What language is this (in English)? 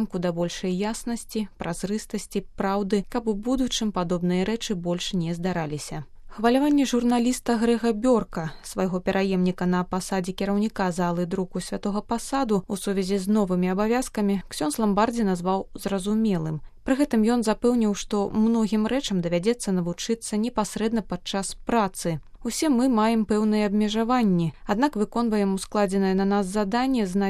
Belarusian